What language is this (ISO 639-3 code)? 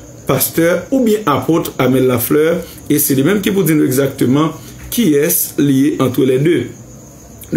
hat